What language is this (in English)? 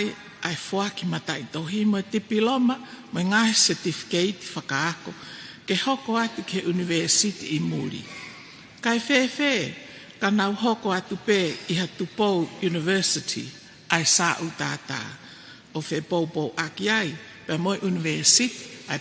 Tongan